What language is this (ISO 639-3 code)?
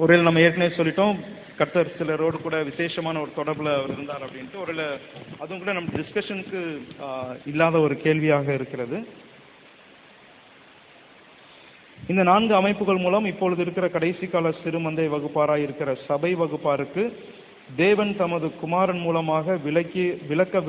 tam